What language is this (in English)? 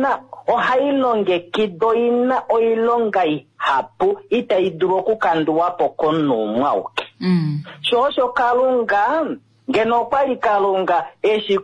Kuanyama